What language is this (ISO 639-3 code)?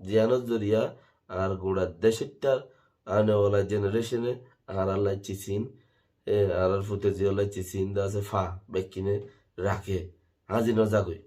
rhg